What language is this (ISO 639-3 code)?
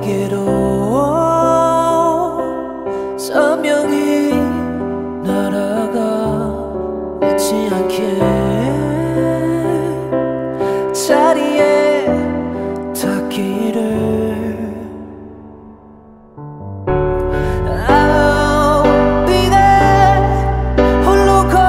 kor